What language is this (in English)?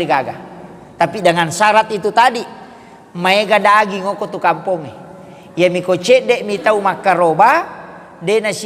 Buginese